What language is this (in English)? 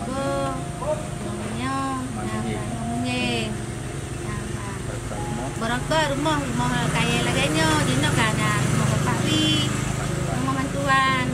Achinese